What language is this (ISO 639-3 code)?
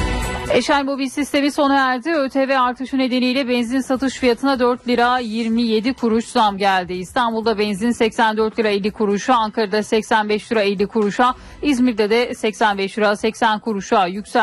tur